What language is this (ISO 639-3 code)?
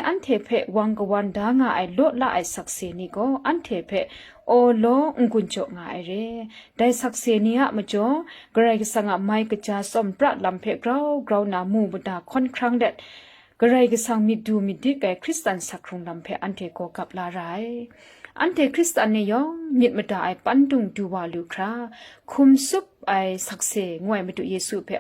kac